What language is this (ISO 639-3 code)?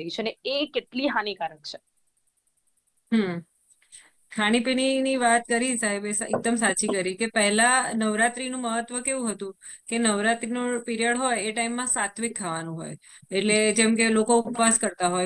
guj